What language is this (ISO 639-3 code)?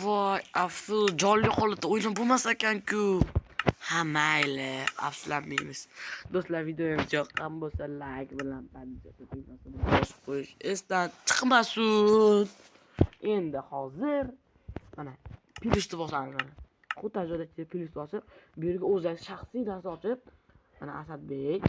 uzb